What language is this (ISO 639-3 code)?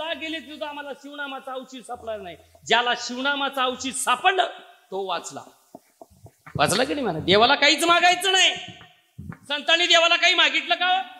mar